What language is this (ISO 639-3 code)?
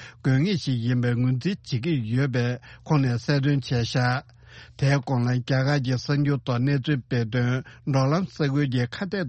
bod